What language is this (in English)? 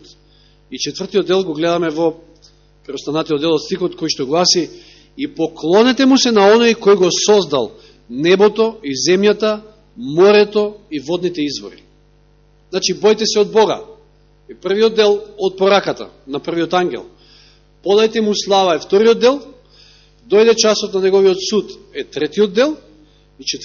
Macedonian